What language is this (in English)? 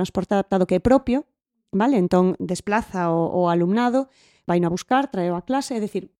Galician